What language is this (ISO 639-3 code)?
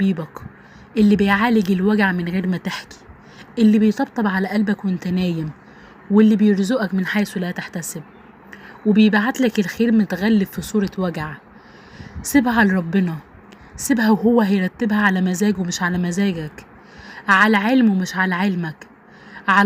arz